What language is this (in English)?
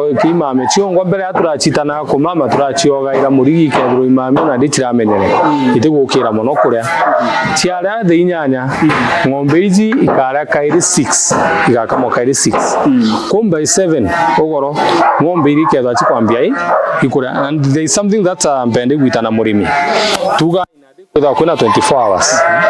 Meru